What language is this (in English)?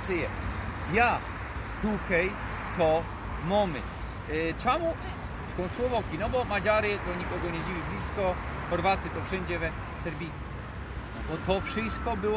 Silesian